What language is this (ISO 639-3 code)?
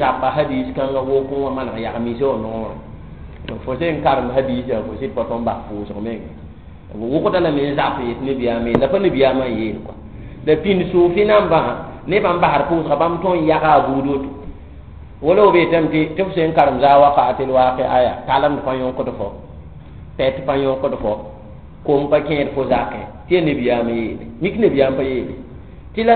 mos